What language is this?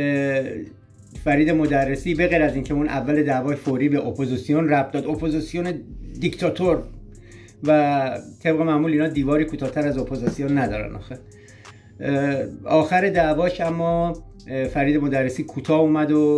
Persian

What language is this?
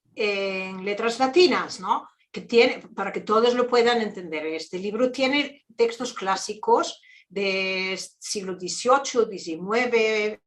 Ladino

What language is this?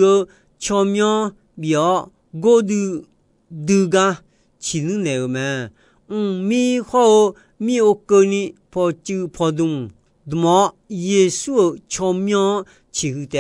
Akha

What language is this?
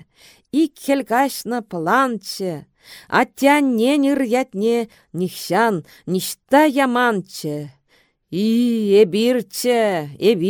Chuvash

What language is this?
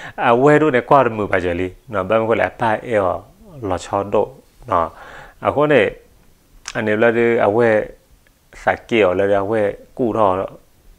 S'gaw Karen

